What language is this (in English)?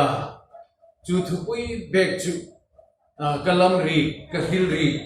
Hmar